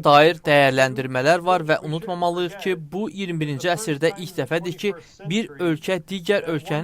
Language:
Azerbaijani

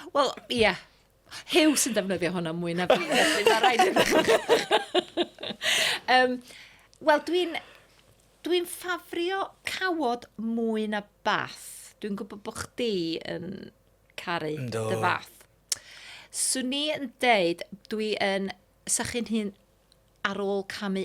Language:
Welsh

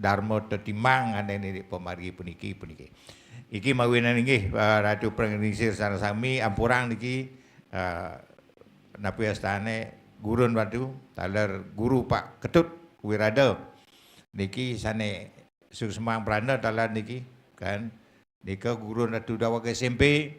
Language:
Balinese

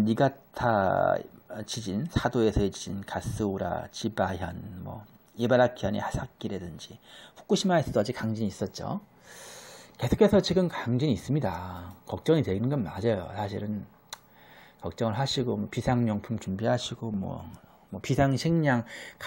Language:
Korean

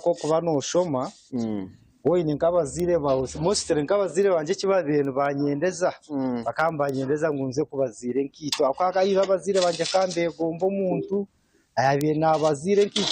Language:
Nyankole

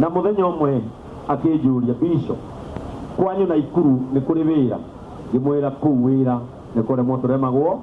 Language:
Kikuyu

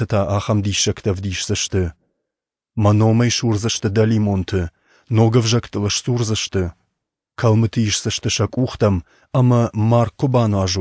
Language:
Ossetic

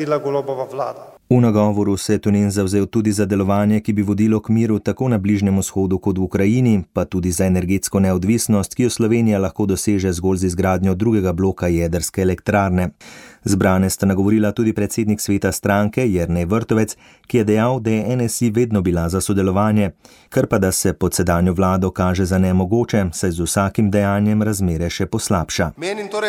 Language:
Slovenian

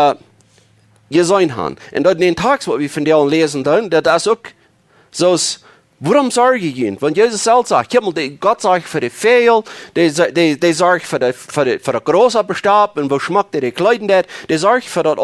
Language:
Plautdietsch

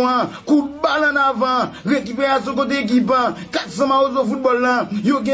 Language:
Haitian Creole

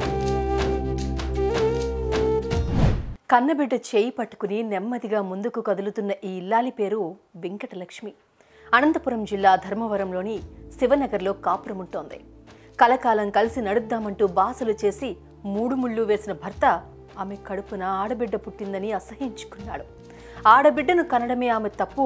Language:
Telugu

